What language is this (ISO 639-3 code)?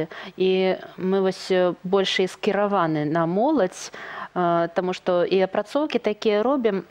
bel